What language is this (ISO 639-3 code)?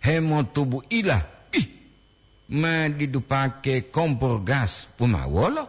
gor